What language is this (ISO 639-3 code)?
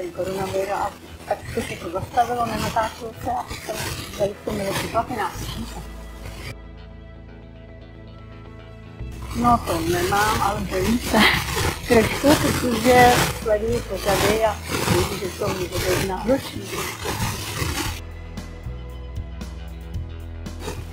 ces